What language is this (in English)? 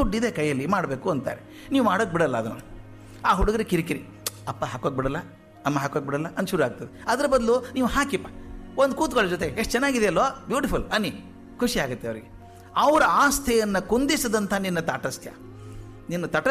Kannada